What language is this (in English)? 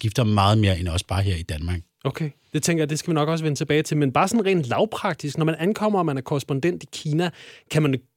Danish